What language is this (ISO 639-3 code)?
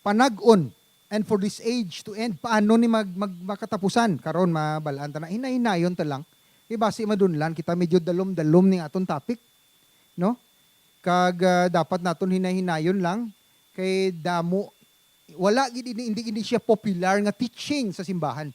hil